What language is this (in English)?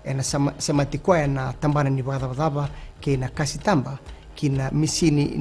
Fijian